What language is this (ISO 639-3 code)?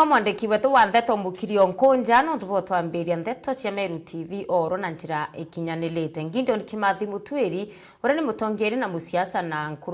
mer